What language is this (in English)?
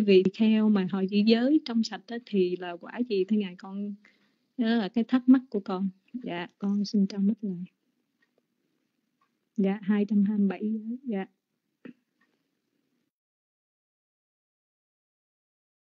Vietnamese